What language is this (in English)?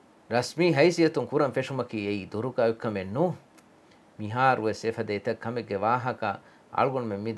Divehi